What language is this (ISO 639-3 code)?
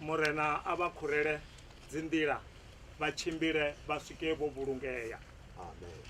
ven